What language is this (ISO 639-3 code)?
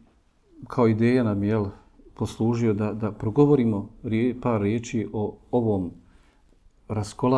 bos